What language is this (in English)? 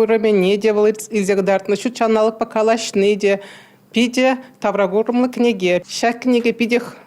Chuvash